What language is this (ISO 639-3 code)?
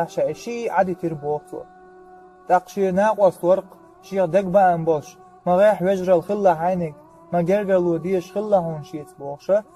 che